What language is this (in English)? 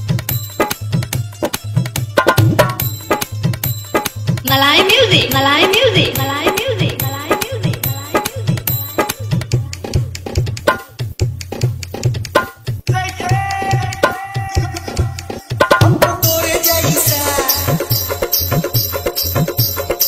Bhojpuri